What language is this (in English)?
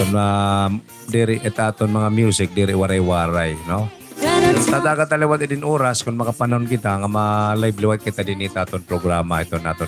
Waray